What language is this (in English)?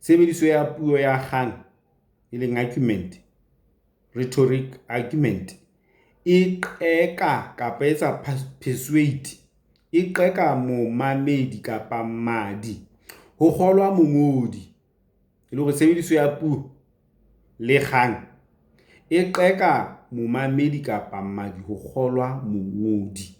Southern Sotho